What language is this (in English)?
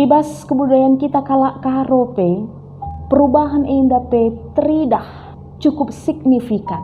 Batak Karo